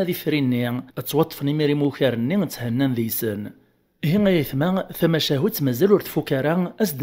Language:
Kabyle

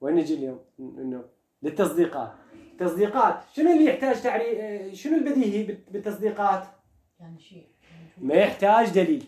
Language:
Mesopotamian Arabic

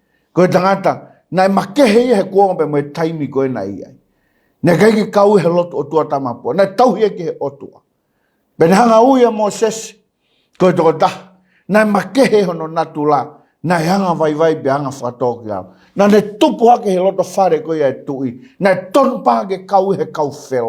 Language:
Tongan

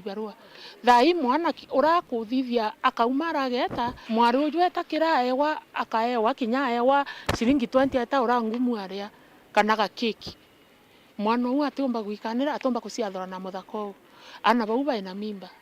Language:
Meru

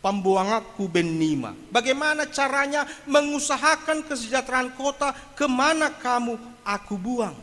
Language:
Batak Simalungun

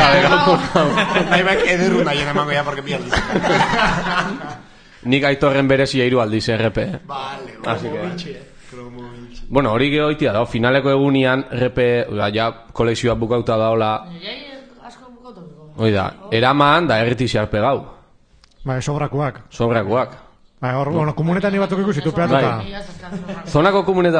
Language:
Basque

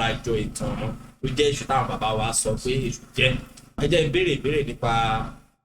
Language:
Yoruba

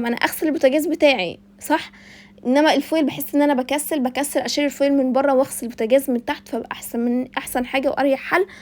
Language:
Egyptian Arabic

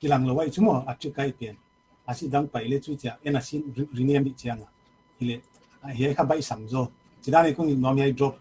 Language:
Paite Chin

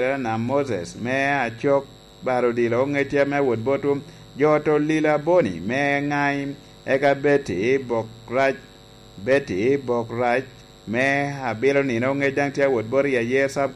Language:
Lango (Uganda)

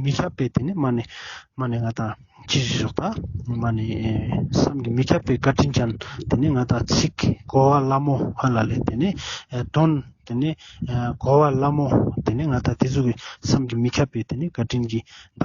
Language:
Ladakhi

